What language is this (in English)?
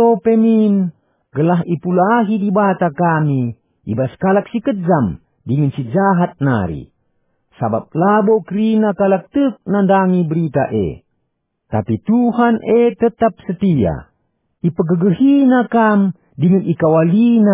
Batak Karo